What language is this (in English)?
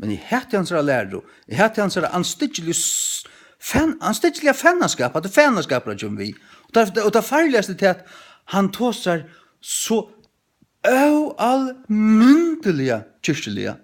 Faroese